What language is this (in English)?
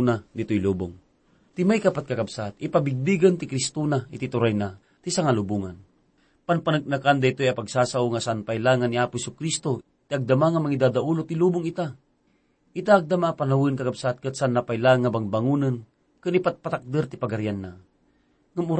Iloko